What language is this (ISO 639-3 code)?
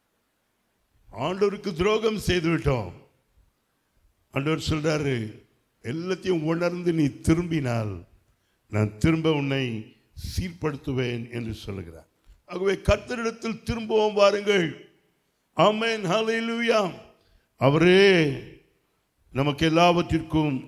tam